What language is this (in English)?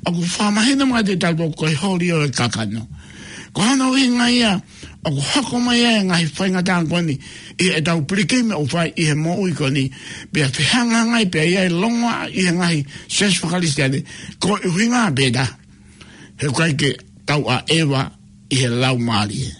Tongan